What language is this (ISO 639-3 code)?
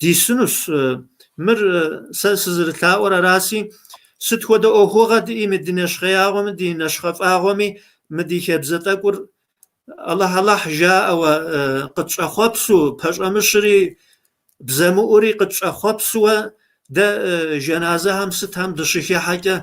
kbd